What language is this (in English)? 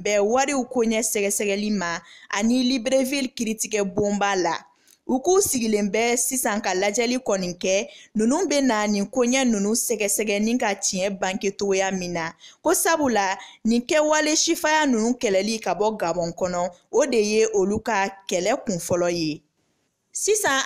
Bambara